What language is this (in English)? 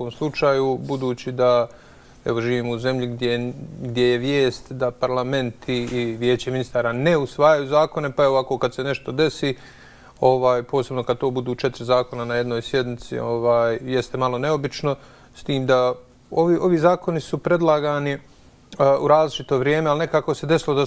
Bosnian